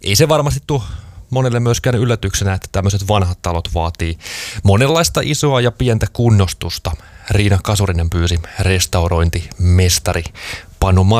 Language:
Finnish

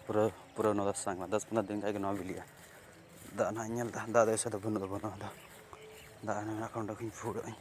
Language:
Santali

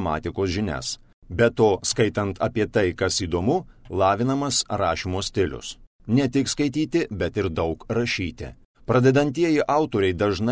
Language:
Lithuanian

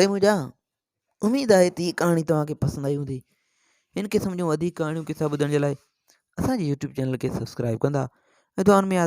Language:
Sindhi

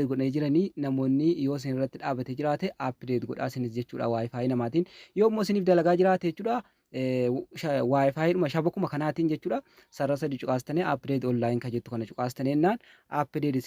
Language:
Oromo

